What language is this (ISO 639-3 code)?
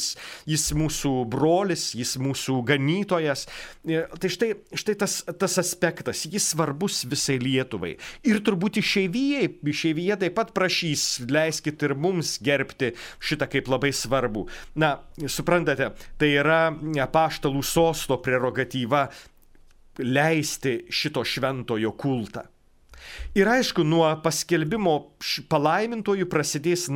lit